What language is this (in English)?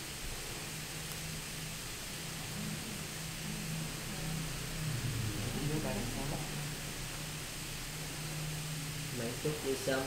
Vietnamese